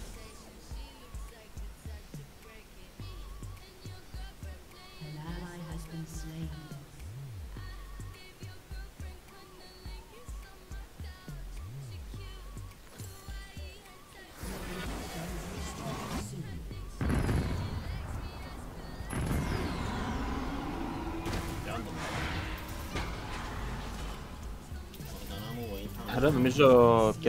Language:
Greek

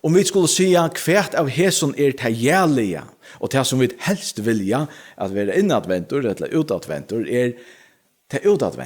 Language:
Faroese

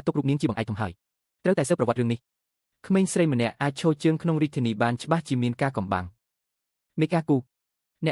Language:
Khmer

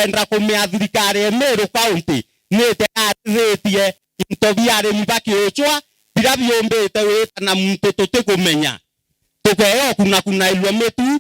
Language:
Meru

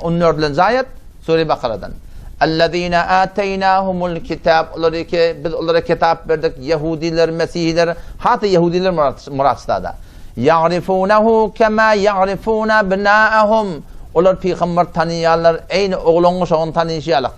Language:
Turkmen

